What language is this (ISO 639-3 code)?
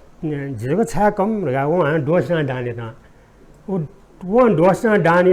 new